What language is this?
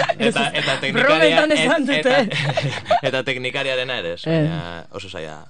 Basque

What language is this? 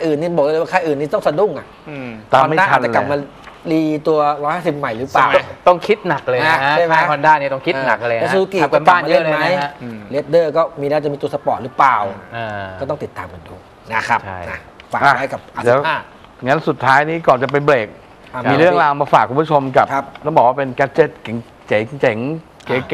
Thai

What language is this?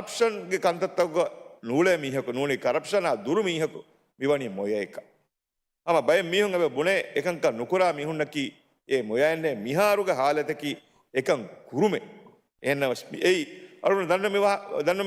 Divehi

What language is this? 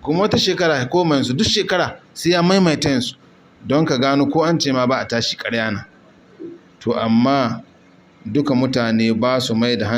Hausa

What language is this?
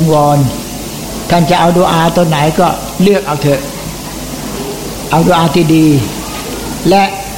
Thai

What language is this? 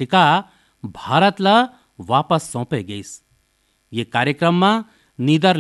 Chhattisgarhi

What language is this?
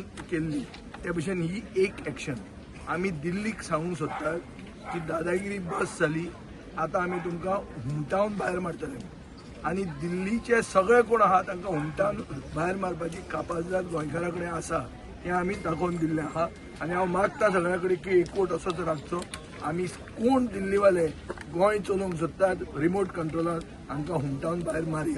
Konkani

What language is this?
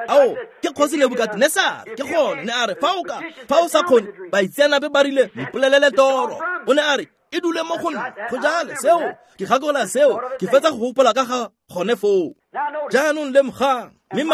Tswana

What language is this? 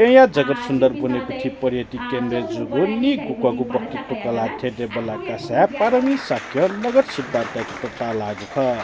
Newari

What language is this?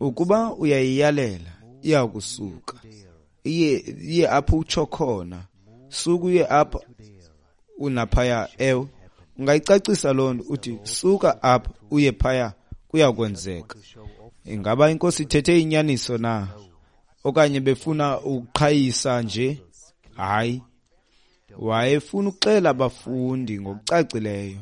Xhosa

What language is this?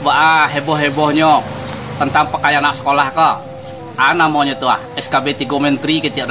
Minangkabau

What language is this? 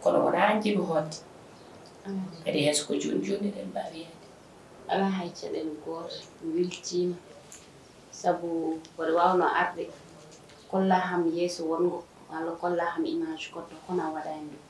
Fula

